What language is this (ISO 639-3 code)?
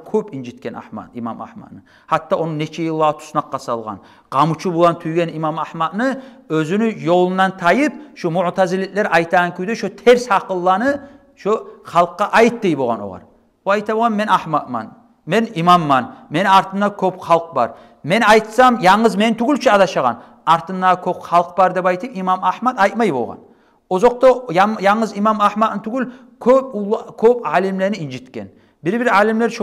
kum